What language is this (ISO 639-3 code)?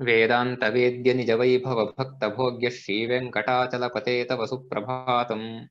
san